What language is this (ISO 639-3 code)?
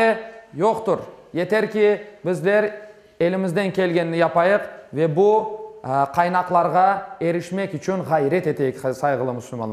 crh